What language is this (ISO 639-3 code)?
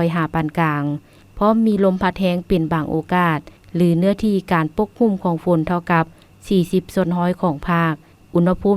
lao